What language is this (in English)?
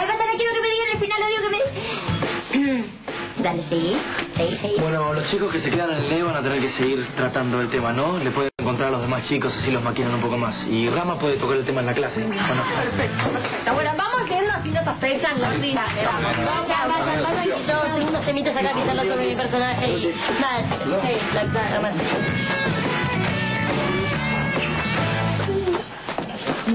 Spanish